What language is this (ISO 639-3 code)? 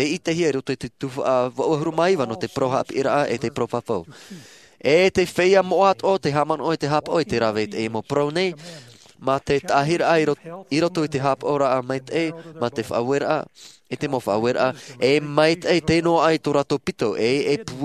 tah